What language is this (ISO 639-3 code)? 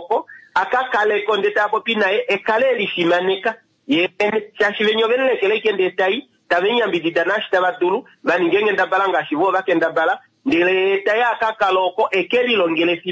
kua